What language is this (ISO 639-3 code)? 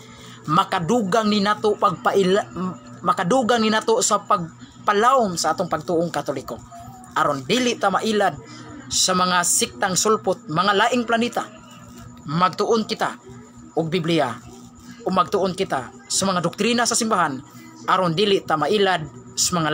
ceb